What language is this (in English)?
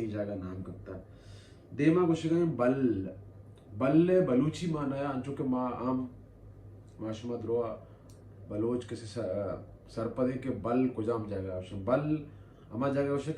Baluchi